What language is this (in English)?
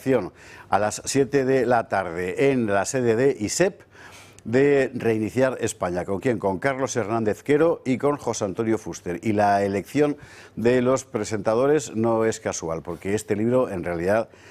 Spanish